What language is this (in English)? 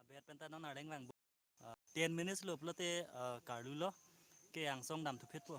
Karbi